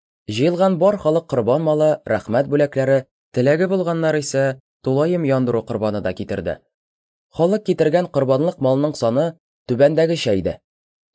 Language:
Tatar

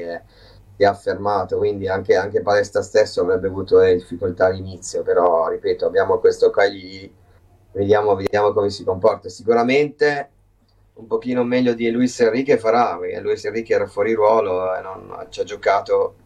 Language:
Italian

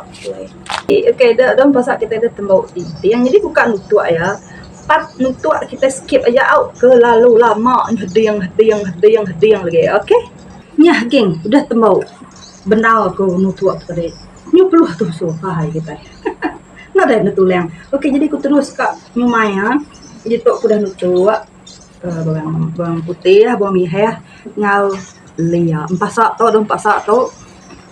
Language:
Iban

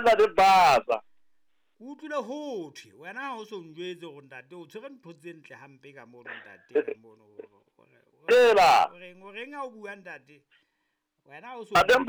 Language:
Southern Sotho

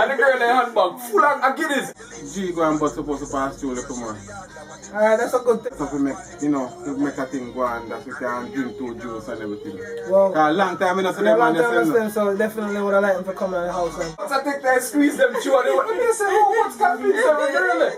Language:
Jamaican Creole English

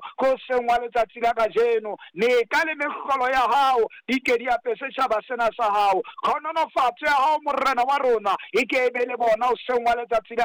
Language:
Southern Sotho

